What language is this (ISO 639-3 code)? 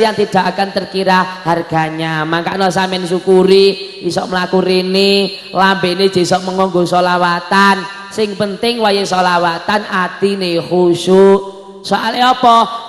jav